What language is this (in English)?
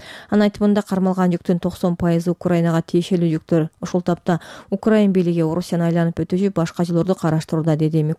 Kyrgyz